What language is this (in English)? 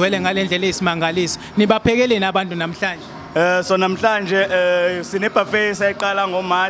Zulu